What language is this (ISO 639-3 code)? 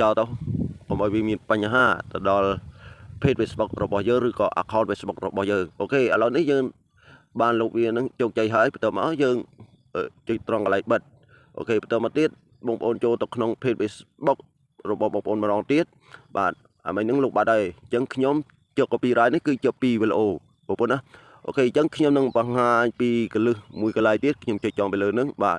khm